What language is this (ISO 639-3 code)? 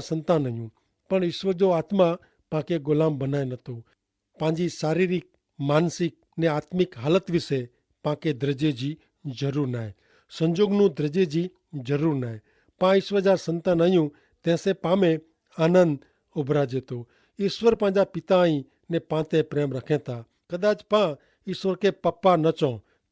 kfr